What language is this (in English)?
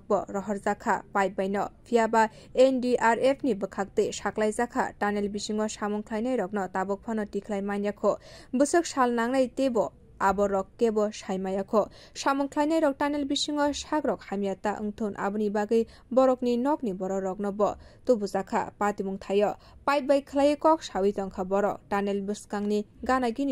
Kok Borok